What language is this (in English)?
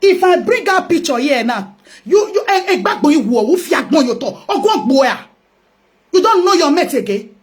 Nigerian Pidgin